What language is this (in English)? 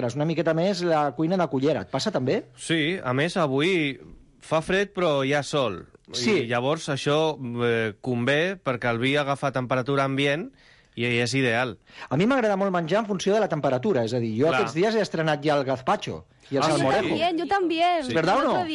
Catalan